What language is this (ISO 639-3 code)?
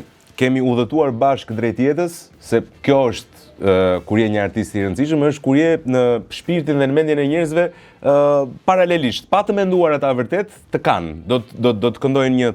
sqi